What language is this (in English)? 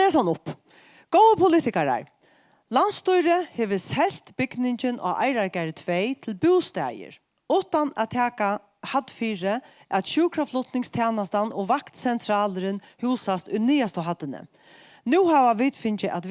Faroese